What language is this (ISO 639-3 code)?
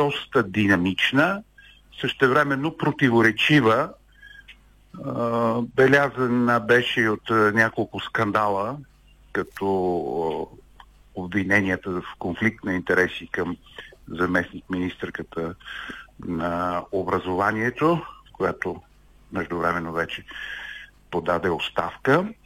bul